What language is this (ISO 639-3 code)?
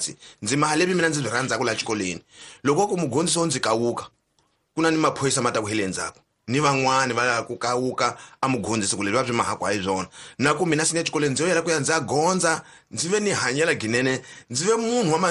tso